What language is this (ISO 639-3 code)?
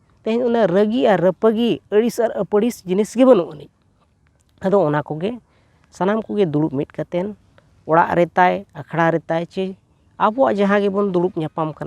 sat